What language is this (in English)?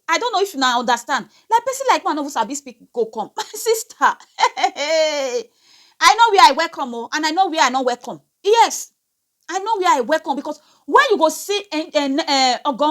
Nigerian Pidgin